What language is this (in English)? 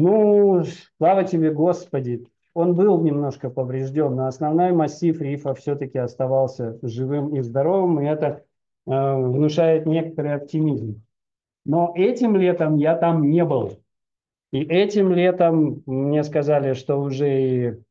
Russian